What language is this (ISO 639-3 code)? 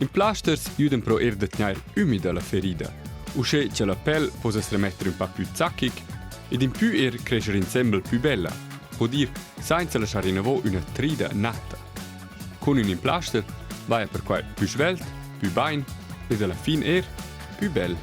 roh